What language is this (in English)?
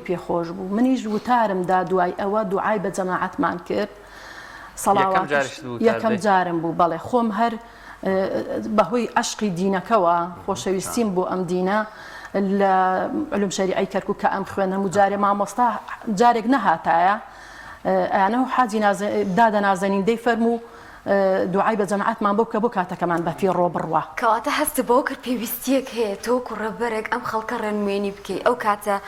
Central Kurdish